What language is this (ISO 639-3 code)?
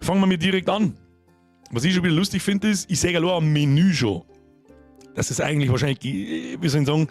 bar